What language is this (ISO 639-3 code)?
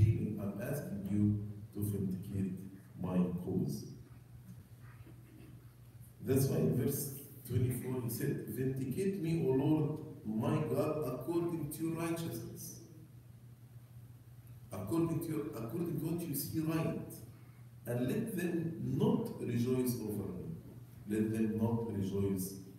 eng